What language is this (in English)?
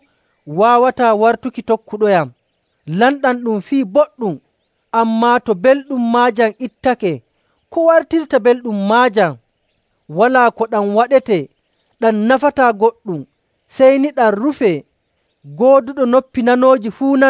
Nigerian Fulfulde